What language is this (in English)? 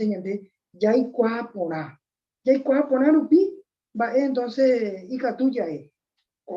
Guarani